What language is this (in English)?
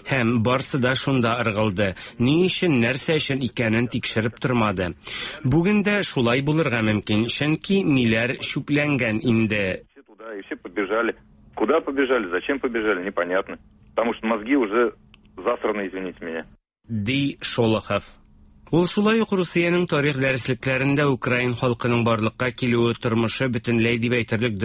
Tatar